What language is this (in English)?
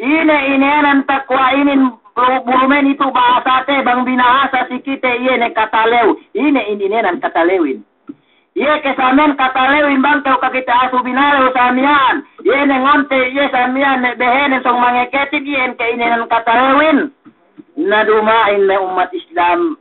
Yakan